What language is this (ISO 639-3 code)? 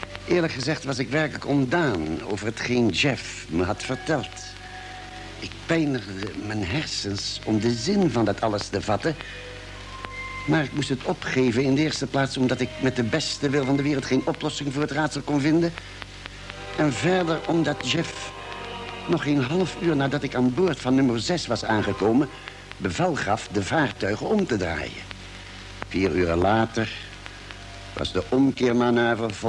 nld